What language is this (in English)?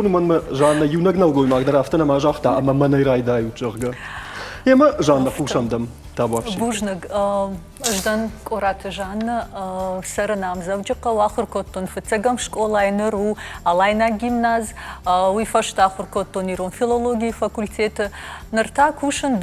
Ossetic